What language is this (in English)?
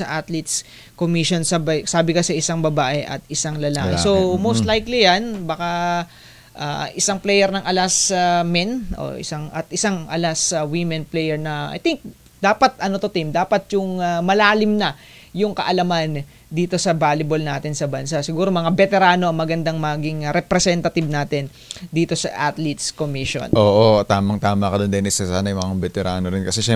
Filipino